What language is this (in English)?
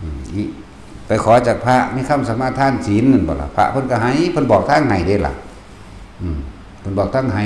Northeastern Thai